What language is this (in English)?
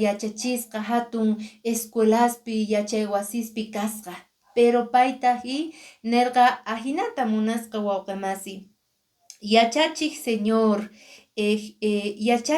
Quechua